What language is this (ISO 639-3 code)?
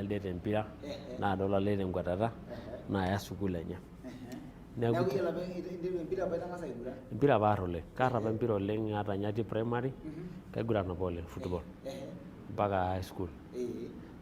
mas